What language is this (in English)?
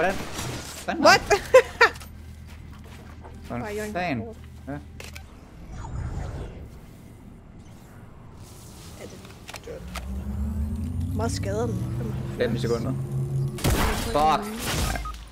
Danish